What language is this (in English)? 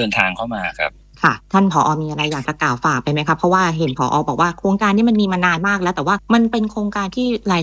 Thai